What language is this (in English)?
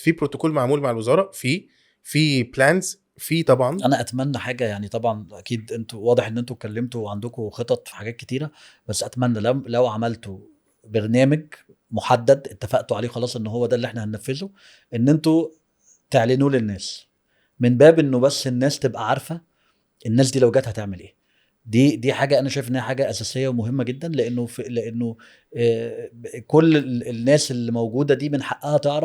Egyptian Arabic